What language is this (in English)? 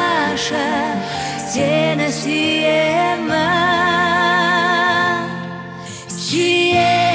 Kazakh